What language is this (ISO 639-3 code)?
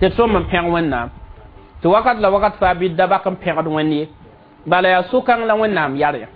mos